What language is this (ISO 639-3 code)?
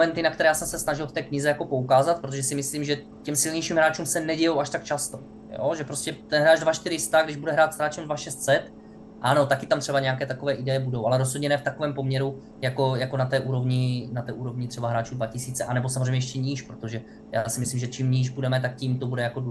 ces